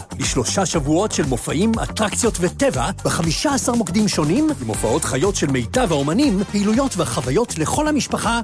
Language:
Hebrew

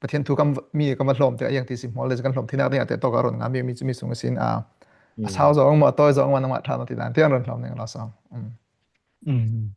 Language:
Falam Chin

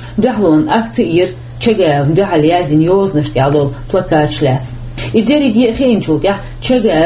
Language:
Chechen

